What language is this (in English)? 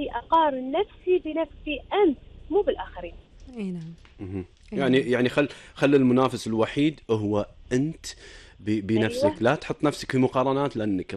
Gulf Arabic